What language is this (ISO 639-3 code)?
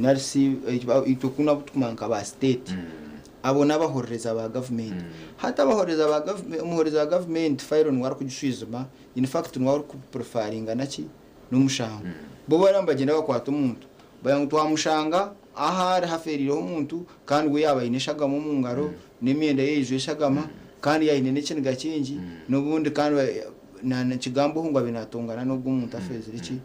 nyn